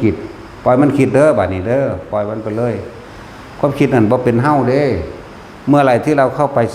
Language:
Northeastern Thai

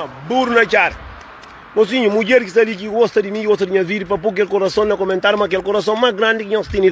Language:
Kabuverdianu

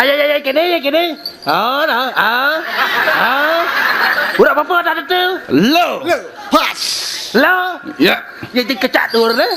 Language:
Balinese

